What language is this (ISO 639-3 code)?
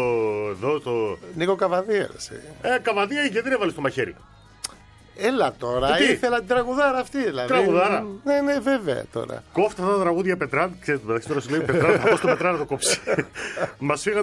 ell